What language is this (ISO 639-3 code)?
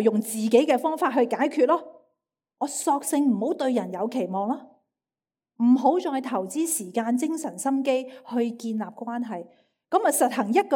yue